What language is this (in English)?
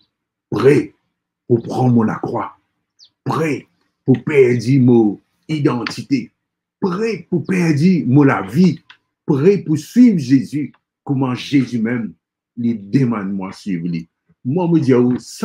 Morisyen